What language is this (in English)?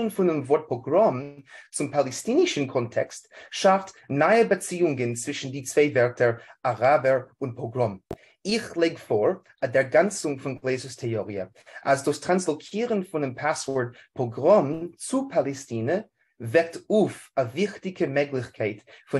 Yiddish